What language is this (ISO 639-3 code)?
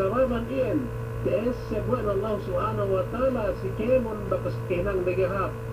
yka